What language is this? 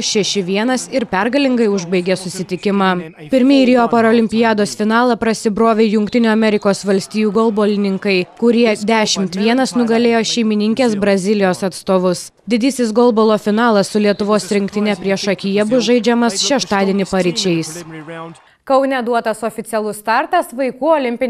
Lithuanian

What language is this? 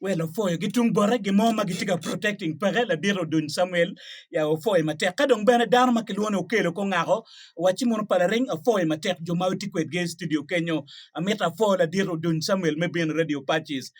Acoli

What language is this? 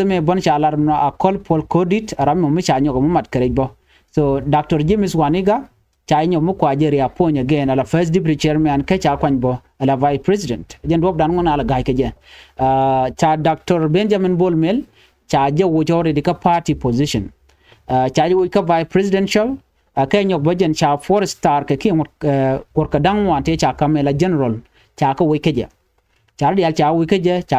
Nuer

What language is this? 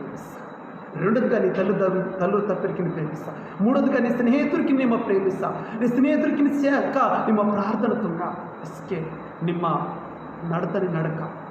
Koya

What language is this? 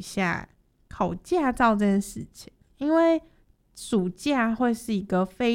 Chinese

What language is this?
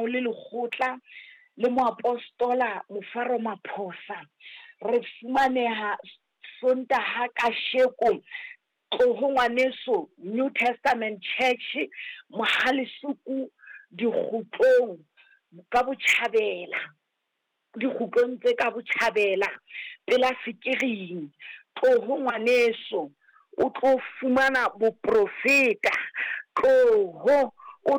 Southern Sotho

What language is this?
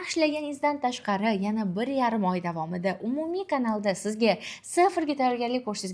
Uzbek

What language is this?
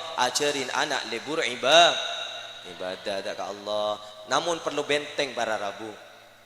Madurese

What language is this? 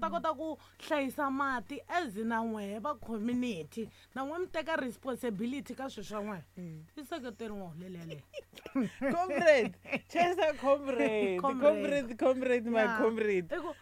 Tsonga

